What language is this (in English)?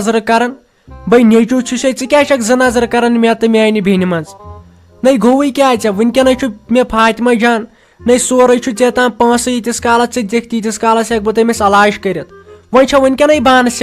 Kashmiri